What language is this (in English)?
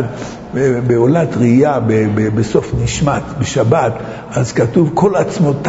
Hebrew